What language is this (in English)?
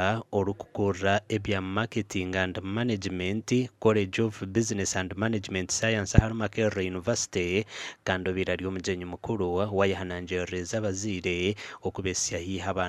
Nyankole